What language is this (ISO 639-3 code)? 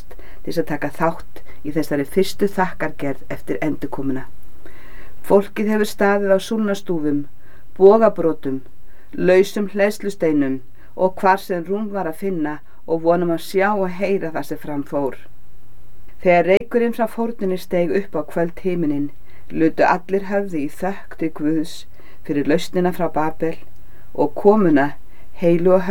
isl